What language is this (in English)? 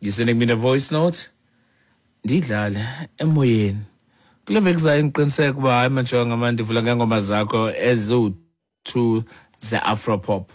Xhosa